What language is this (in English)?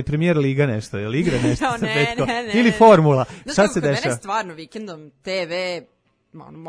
Serbian